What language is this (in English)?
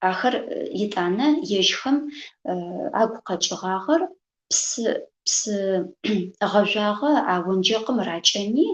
Adyghe